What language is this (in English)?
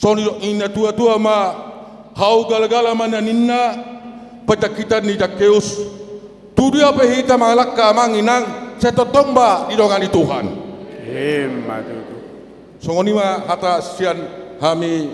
Batak Toba